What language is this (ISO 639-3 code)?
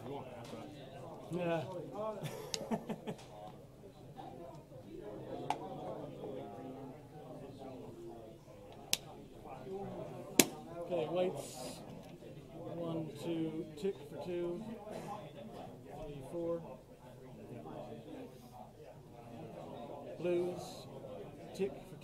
eng